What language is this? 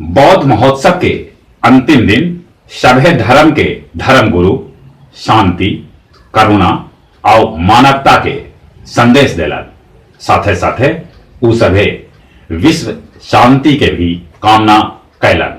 Magahi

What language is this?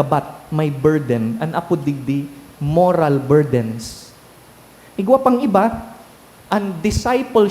Bikol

